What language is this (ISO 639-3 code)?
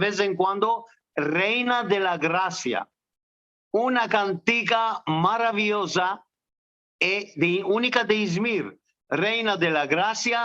lad